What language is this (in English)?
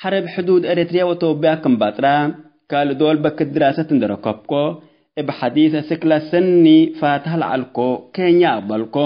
Tigre